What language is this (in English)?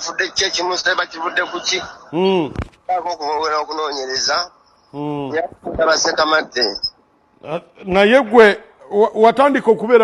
Ganda